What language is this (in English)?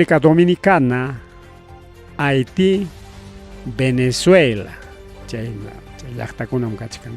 Ayacucho Quechua